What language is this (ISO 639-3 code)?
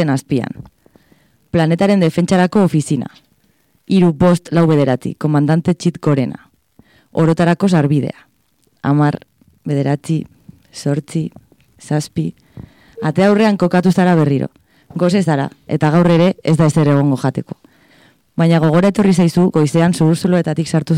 eus